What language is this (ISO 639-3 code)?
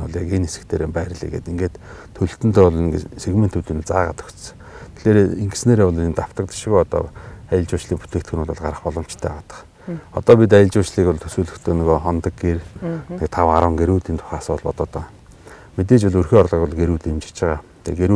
mon